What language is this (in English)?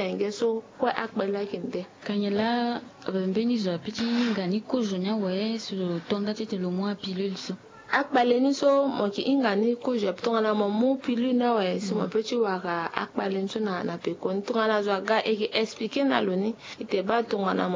Sango